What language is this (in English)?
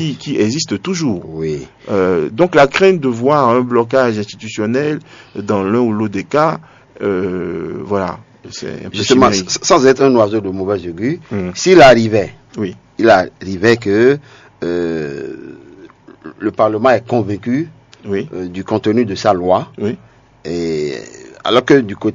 French